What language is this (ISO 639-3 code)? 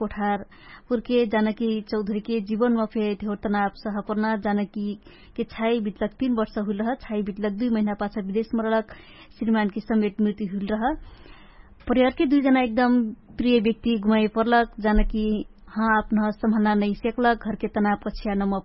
thl